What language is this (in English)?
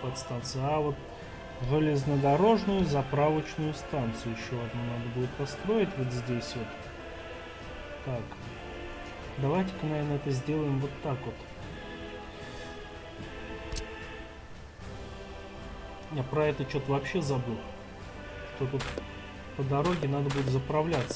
Russian